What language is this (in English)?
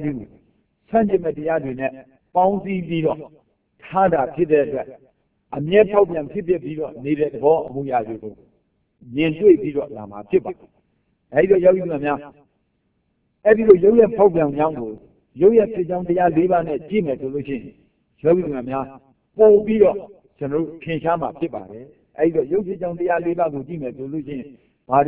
Burmese